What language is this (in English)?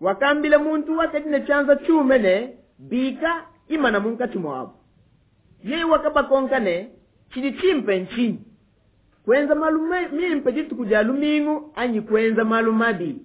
Luba-Lulua